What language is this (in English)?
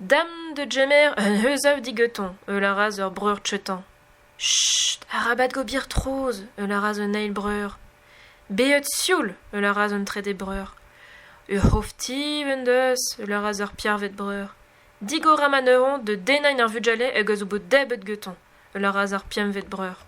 Breton